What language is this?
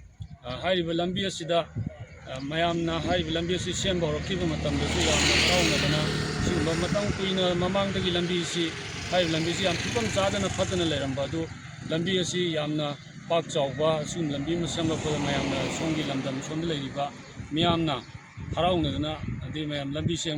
Manipuri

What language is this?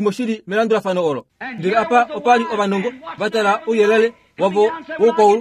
Kuanyama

